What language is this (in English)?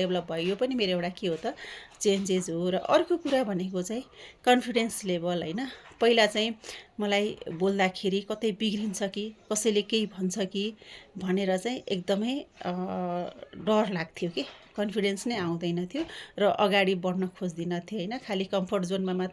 Nepali